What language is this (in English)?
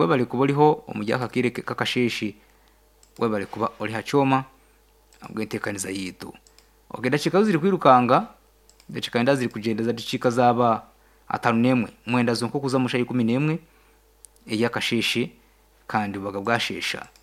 Nyankole